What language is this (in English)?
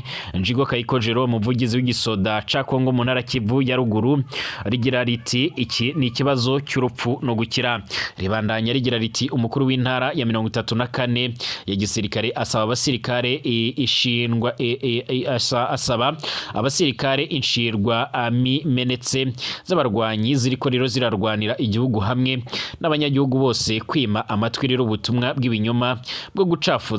Rundi